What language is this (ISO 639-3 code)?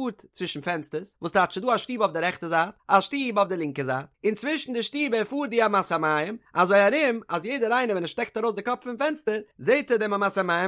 yid